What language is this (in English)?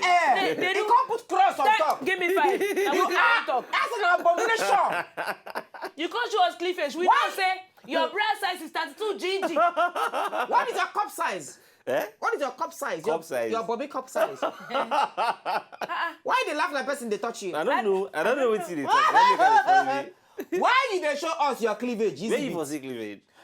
Nigerian Pidgin